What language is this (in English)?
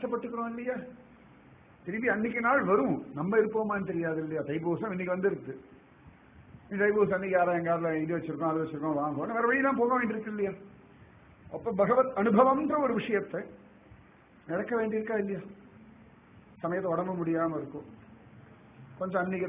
Tamil